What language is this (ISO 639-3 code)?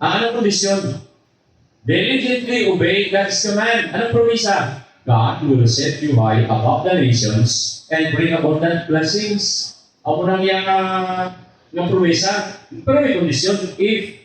hil